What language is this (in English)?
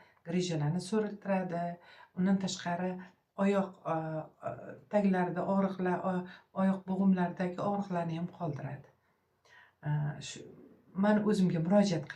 Uzbek